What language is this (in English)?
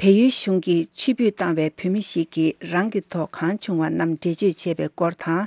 Tibetan